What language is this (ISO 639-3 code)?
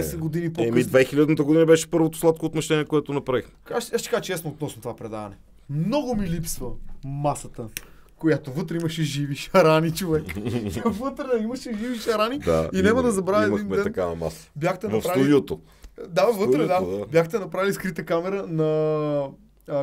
bul